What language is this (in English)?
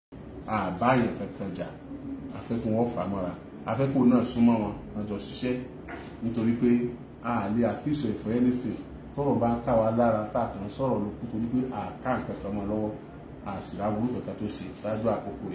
Yoruba